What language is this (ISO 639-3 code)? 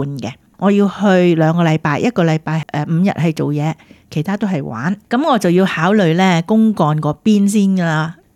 yue